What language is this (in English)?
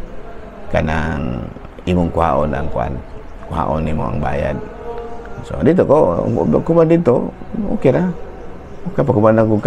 Cebuano